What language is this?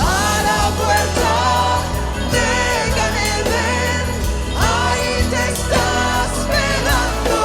Ladino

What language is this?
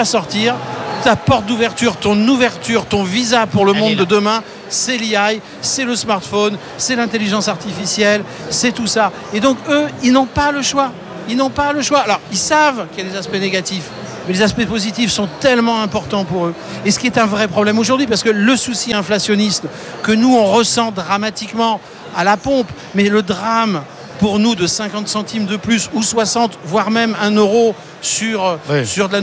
French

